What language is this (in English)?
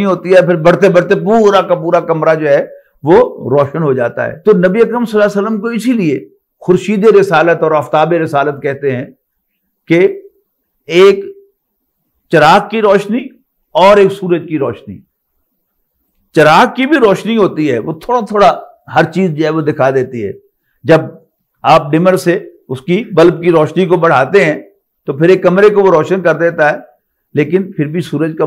Urdu